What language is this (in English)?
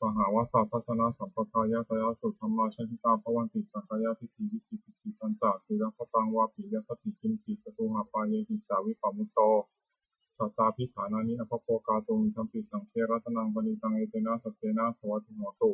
Pali